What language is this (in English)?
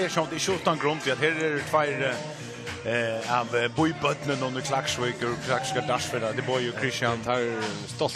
Faroese